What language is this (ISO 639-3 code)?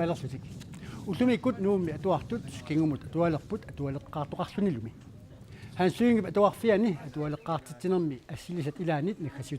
kal